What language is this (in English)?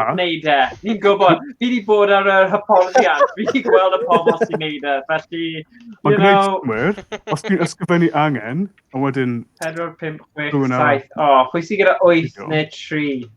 Welsh